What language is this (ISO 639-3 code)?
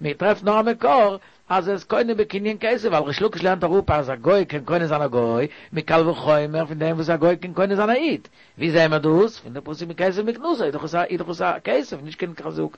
yid